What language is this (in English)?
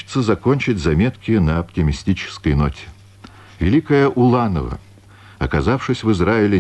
Russian